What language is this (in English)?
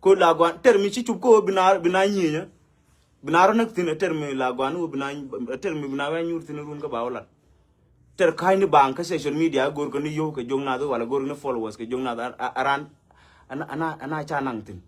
Nuer